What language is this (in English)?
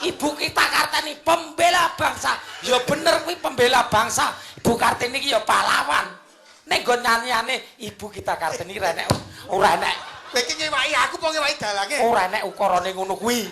Javanese